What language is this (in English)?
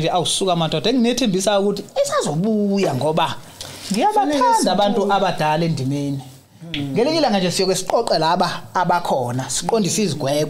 Zulu